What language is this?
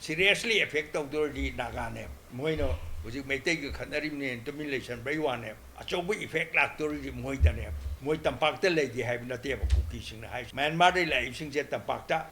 Manipuri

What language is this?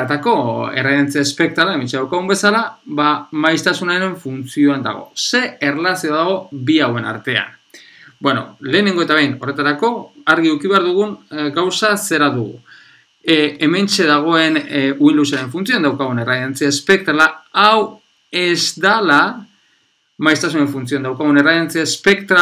Basque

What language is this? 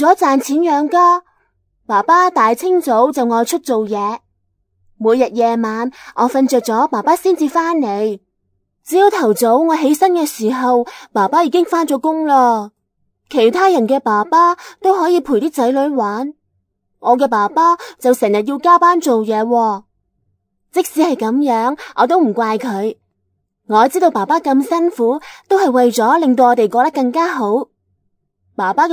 Cantonese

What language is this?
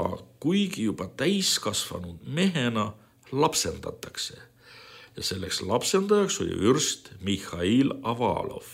Estonian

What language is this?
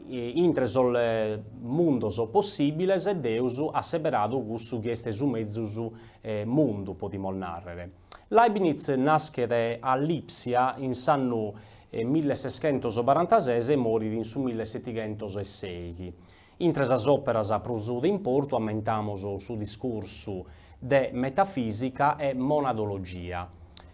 Sardinian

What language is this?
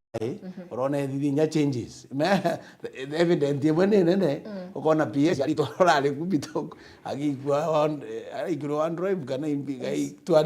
Meru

